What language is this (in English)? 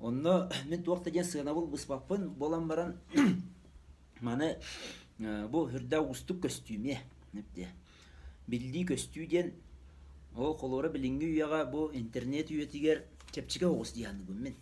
Yakut